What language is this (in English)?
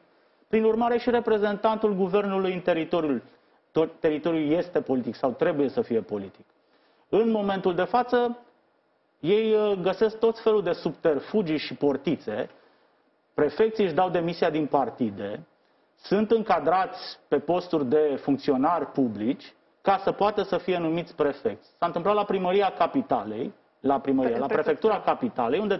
Romanian